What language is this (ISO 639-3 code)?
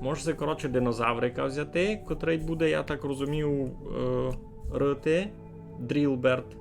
rue